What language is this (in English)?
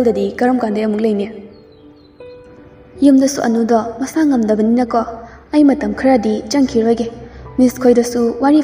Manipuri